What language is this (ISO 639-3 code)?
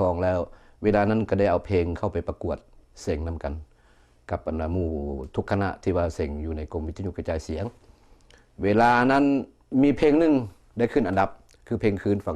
lao